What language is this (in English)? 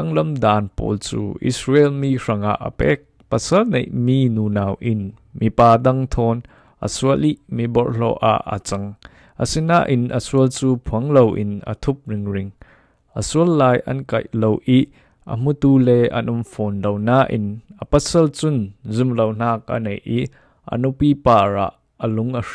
Falam Chin